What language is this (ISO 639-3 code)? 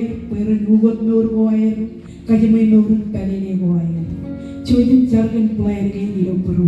mah